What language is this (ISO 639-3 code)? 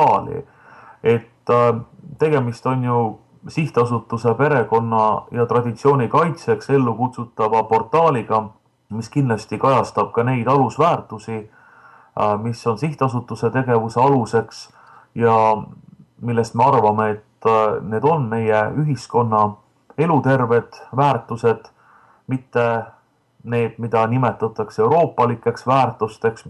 est